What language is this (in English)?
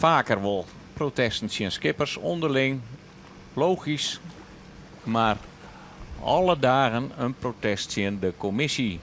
Western Frisian